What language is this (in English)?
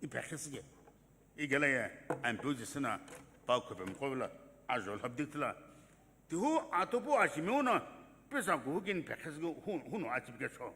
Sumi Naga